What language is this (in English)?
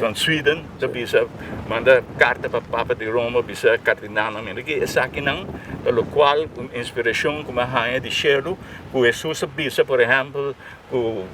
Papiamento